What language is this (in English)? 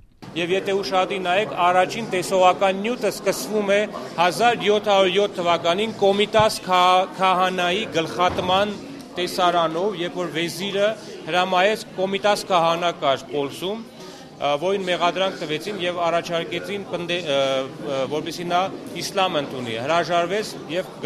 Armenian